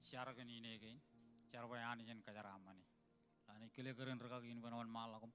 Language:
Marshallese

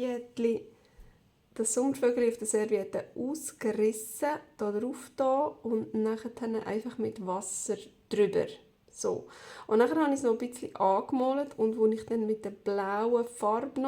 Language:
Swiss German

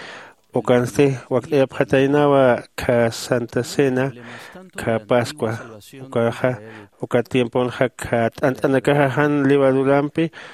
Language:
Aymara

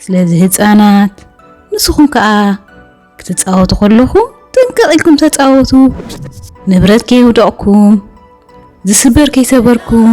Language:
Tigrinya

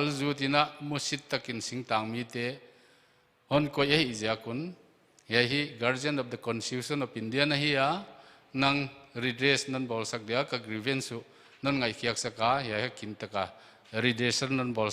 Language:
Paite Chin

